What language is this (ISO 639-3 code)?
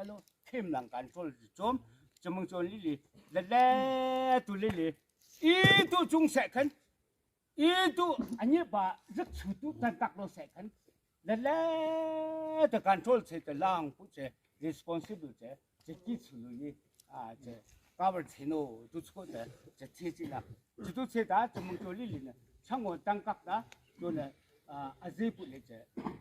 yim